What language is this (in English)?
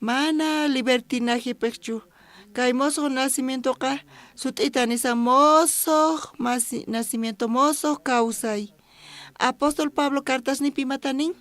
South Bolivian Quechua